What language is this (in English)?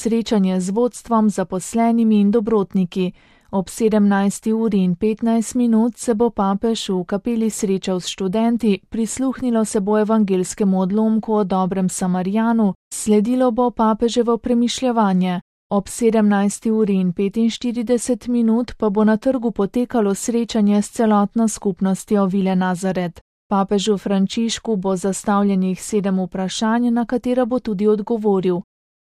Slovenian